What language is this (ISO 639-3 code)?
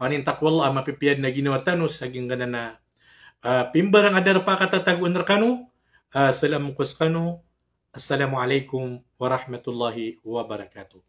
mrw